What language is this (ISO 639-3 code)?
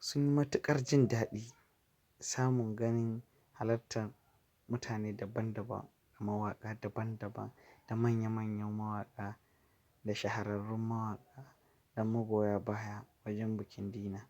hau